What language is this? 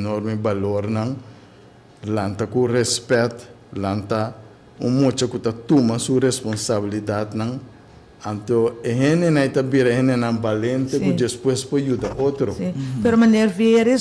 Papiamento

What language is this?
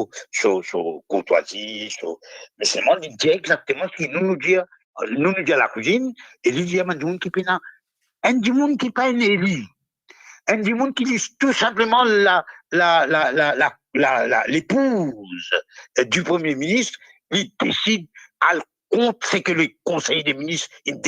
Morisyen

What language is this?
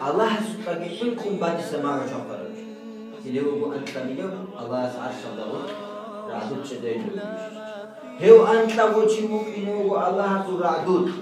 Avaric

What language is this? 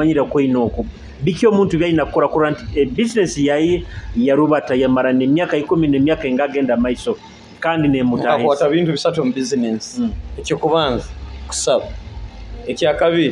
Nyoro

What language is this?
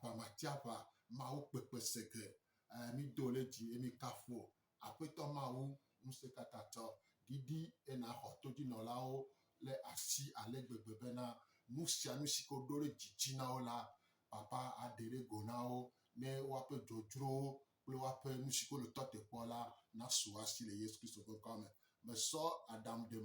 Gen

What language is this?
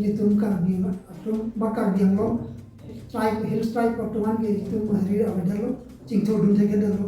Karbi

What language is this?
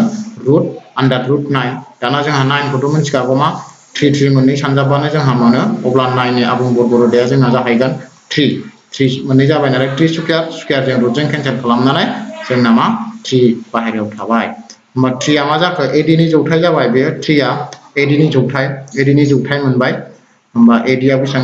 Bodo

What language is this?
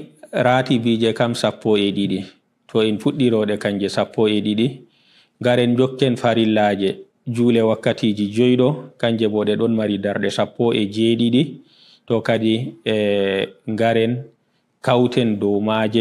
Fula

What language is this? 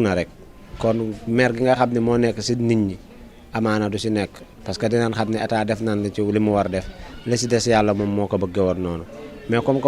Wolof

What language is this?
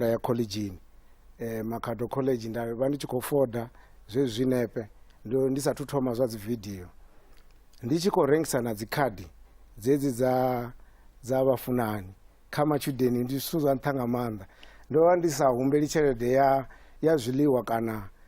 Venda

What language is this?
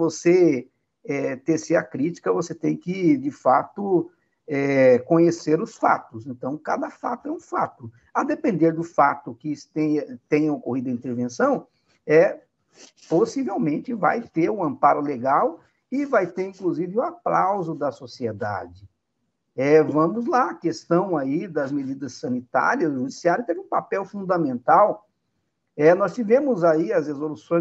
Portuguese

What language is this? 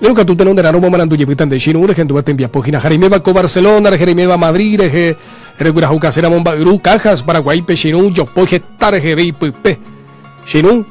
Guarani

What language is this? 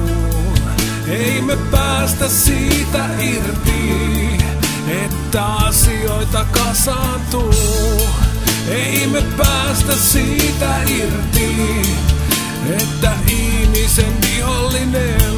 Finnish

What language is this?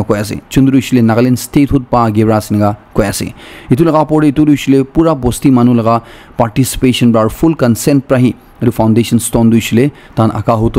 Naga Pidgin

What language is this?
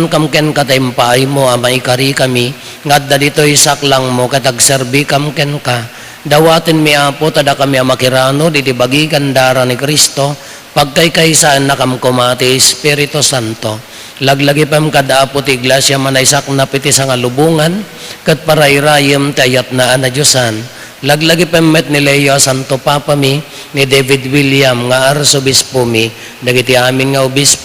Iloko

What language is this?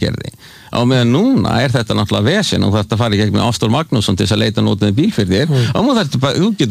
Icelandic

